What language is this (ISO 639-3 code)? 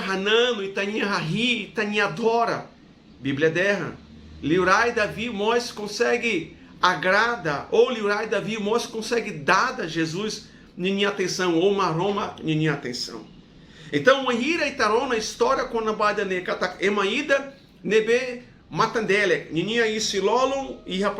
tet